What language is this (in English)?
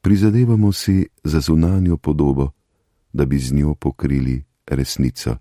Slovenian